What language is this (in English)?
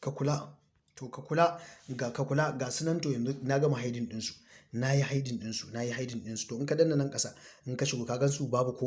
Hausa